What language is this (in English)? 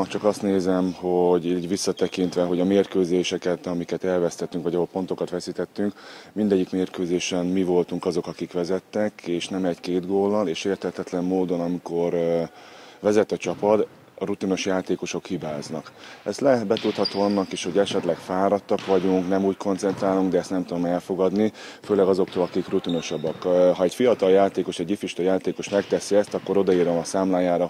Hungarian